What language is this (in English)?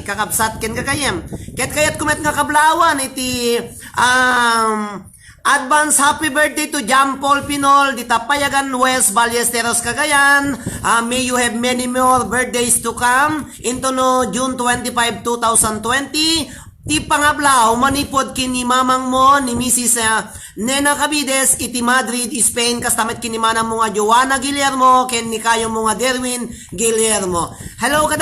Iloko